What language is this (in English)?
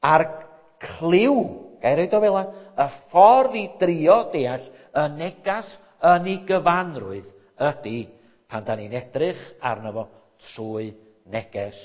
Welsh